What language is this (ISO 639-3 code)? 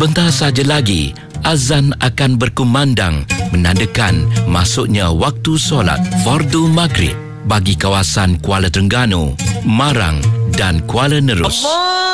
msa